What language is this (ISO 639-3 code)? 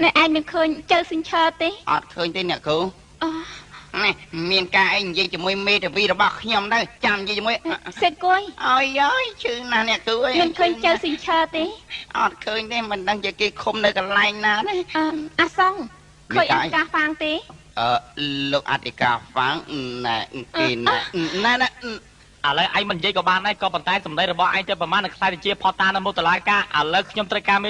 khm